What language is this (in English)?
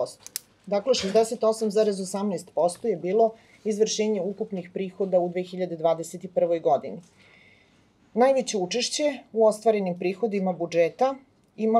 Serbian